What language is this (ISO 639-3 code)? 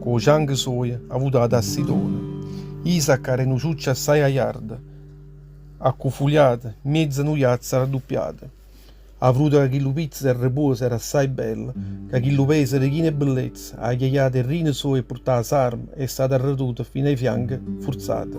nap